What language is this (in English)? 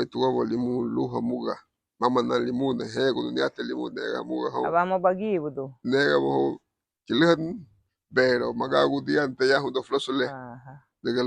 Garifuna